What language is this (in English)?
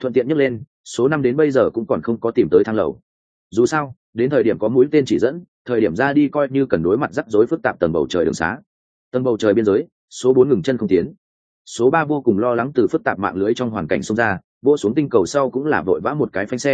Vietnamese